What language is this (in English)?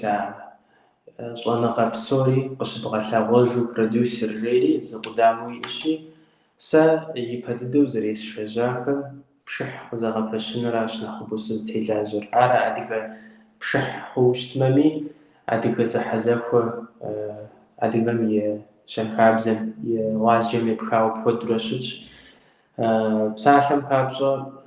Kabardian